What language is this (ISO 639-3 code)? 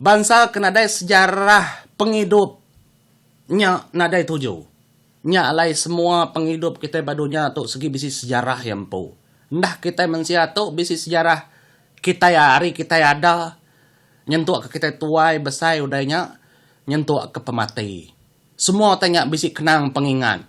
iba